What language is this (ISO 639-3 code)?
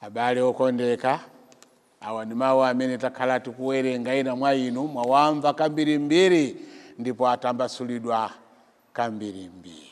nya